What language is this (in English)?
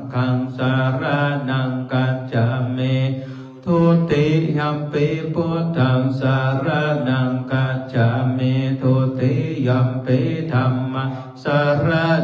Pali